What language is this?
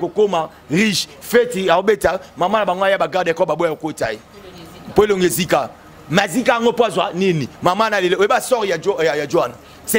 Lingala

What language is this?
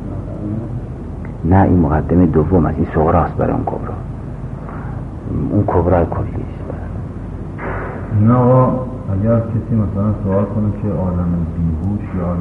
Persian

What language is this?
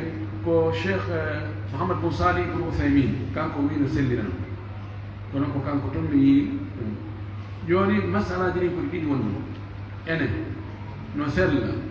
Pular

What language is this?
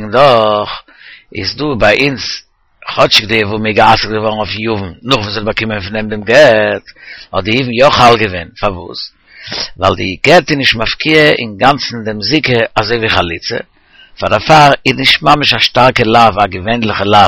Yiddish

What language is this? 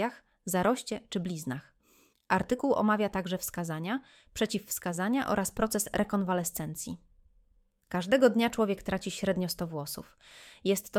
Polish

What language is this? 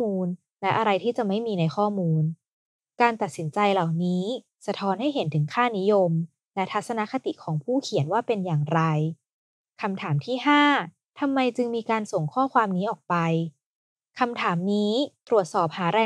Thai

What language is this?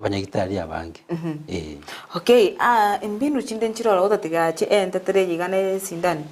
Gusii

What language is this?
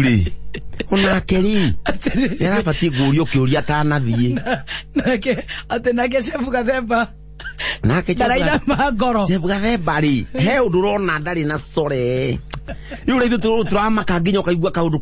Kikuyu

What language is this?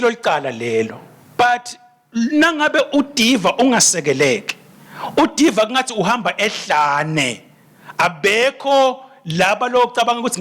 Swati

